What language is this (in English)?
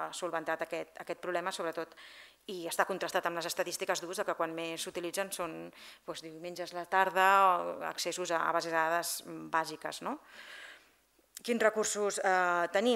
Catalan